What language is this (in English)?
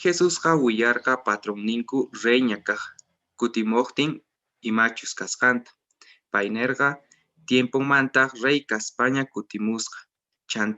Quechua